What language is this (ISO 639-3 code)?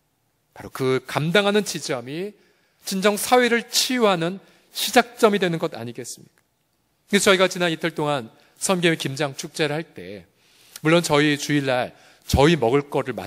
kor